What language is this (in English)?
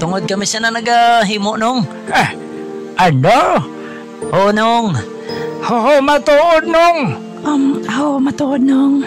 Hiligaynon